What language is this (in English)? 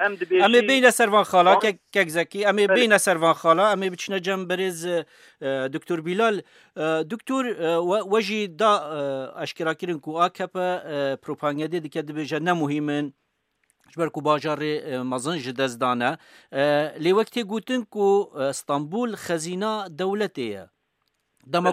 Kurdish